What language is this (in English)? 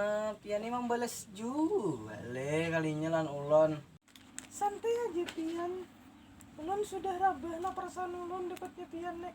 Banjar